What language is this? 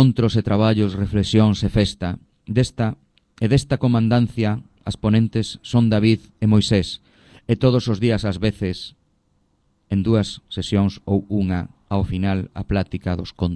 Galician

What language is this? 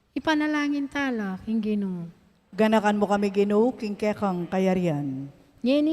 Pampanga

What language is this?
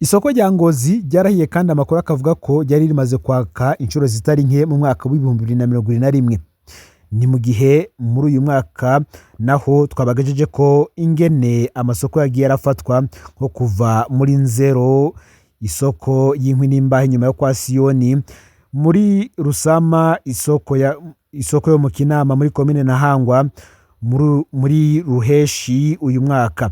Rundi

